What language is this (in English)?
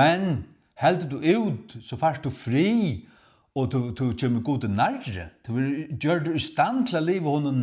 Faroese